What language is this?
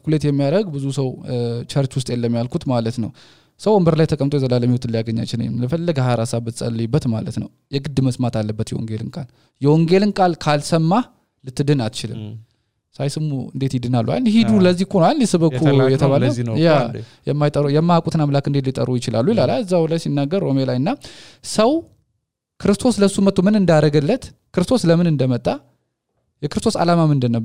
Amharic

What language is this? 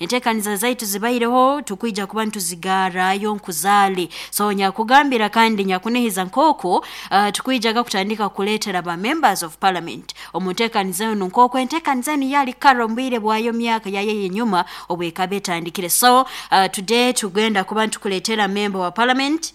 Nyoro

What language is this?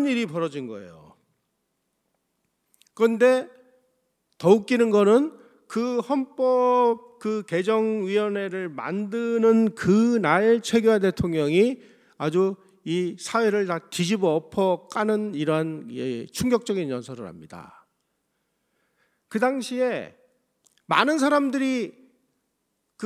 Korean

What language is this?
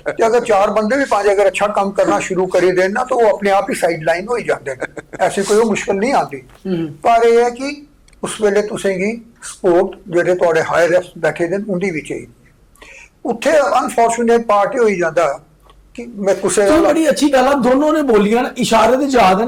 Dogri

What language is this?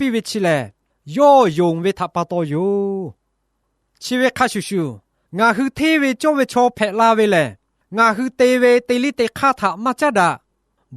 Lahu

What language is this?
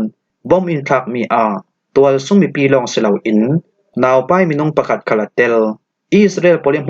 Falam Chin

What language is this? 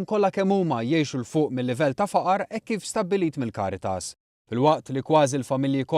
Maltese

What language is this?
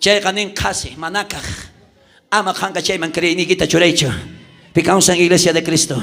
South Bolivian Quechua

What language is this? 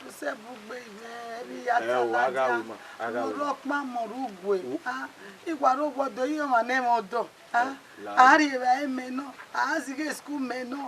Bini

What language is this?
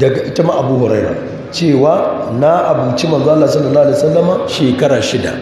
Hausa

